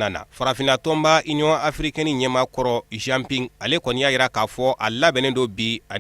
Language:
Bambara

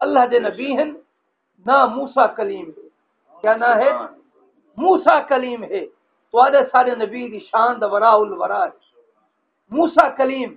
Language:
Saraiki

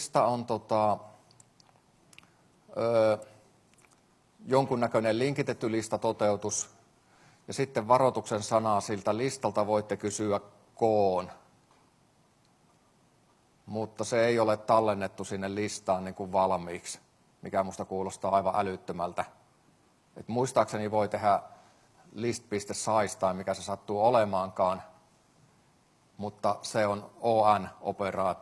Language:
Finnish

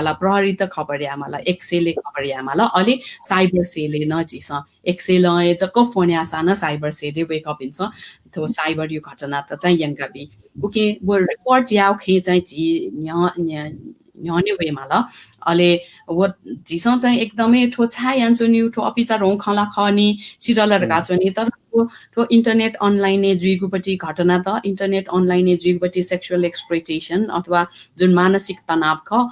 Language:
Newari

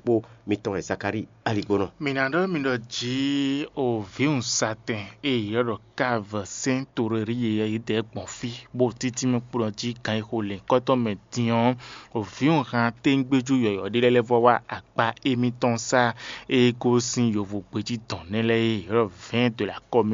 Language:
Fon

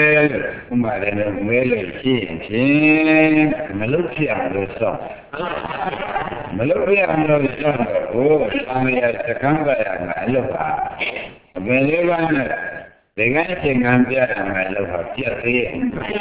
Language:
Burmese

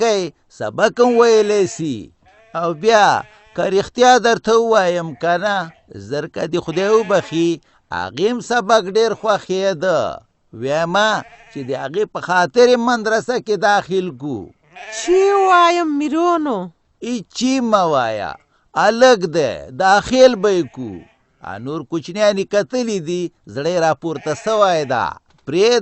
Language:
Pashto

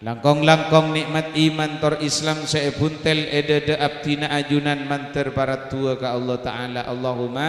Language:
Madurese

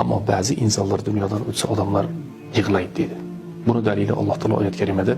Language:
Uzbek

